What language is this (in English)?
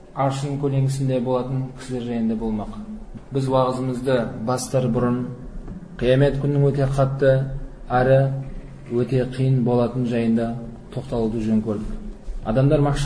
Kazakh